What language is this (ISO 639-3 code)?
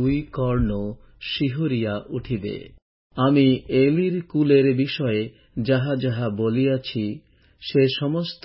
ben